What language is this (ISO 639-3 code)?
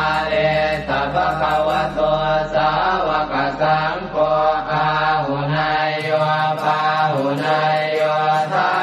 pli